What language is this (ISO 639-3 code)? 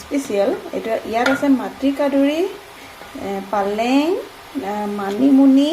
asm